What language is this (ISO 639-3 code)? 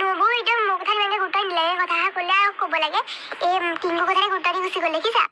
asm